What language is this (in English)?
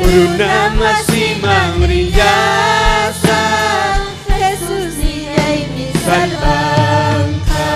Ayacucho Quechua